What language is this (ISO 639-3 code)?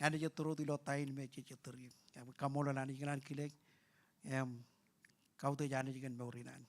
mah